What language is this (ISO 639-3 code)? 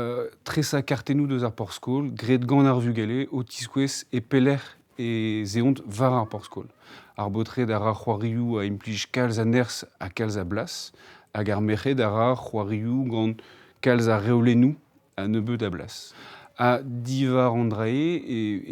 bre